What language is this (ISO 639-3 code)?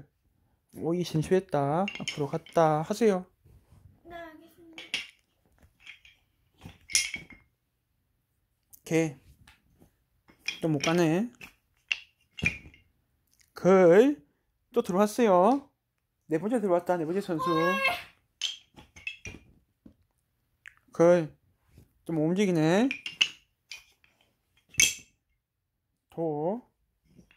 kor